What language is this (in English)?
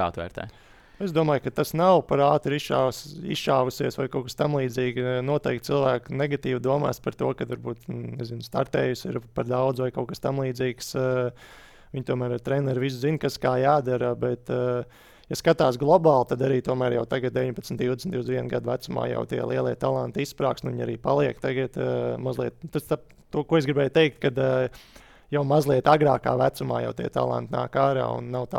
Latvian